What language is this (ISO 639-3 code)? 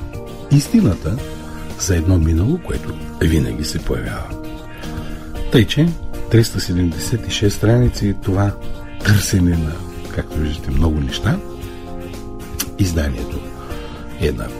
bul